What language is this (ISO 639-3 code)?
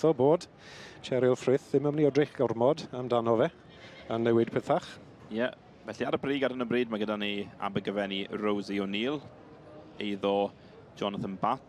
cym